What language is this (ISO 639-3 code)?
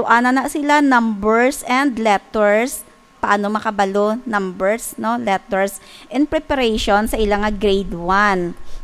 hil